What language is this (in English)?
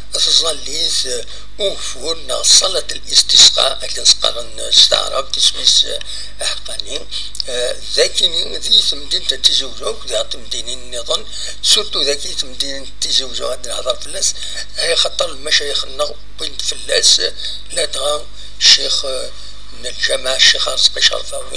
Kabyle